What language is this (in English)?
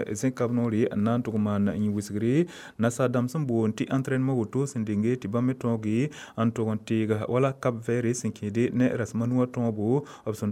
Mossi